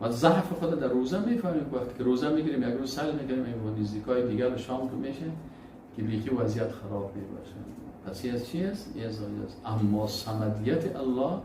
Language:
Persian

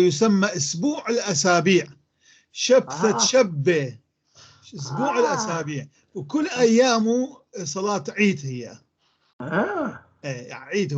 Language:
North Levantine Arabic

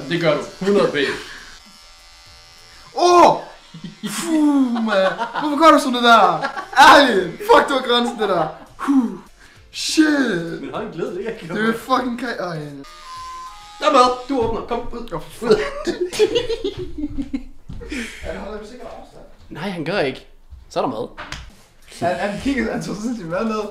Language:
Danish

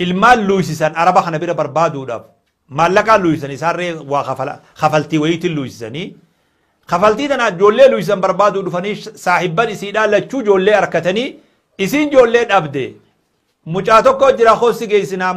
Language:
Oromo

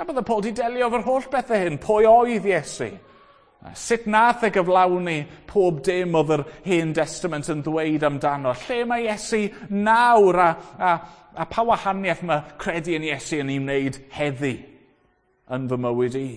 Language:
Welsh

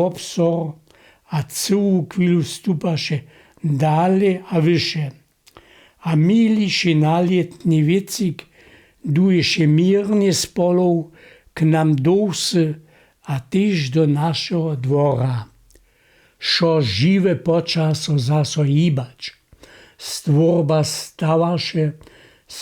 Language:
Upper Sorbian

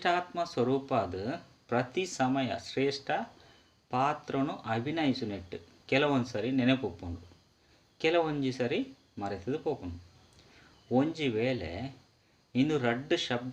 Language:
Tulu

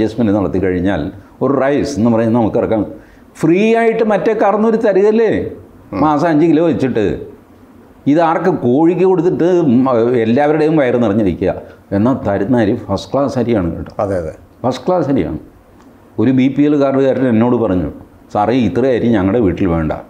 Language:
Malayalam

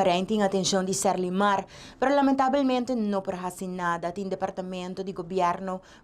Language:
Papiamento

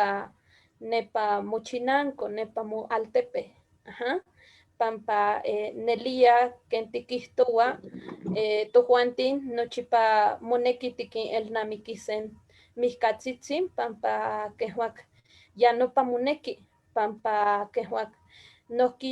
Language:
Eastern Huasteca Nahuatl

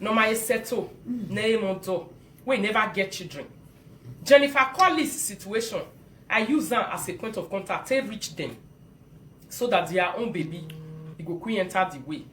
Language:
Nigerian Pidgin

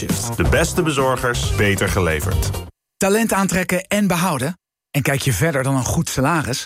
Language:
Dutch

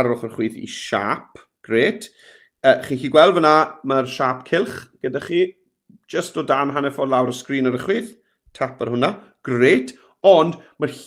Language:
Welsh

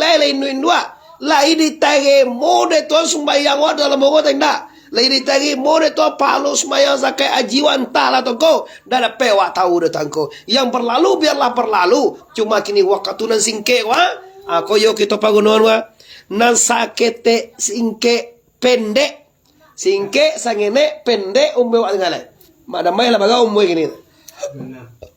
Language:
Minangkabau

